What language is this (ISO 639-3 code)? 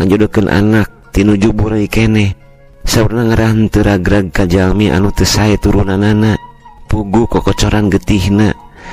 sun